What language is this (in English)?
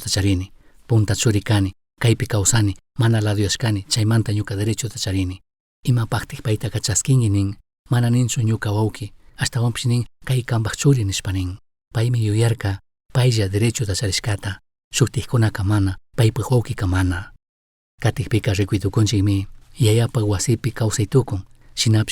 Chimborazo Highland Quichua